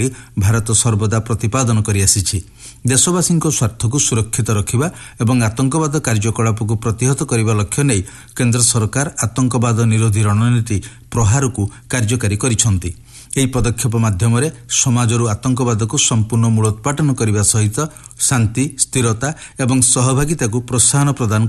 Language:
Odia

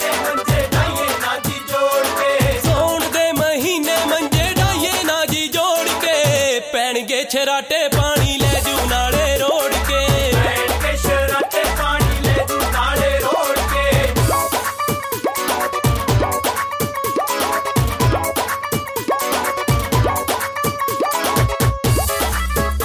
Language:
Punjabi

